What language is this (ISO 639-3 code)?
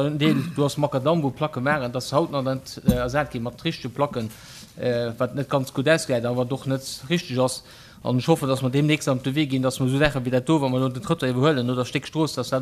ltz